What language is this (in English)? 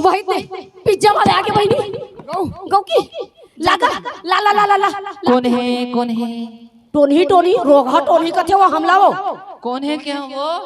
Chhattisgarhi